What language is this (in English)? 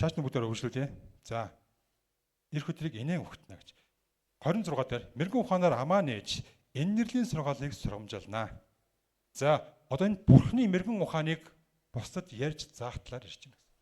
Mongolian